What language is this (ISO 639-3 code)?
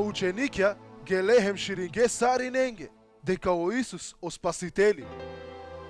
rmn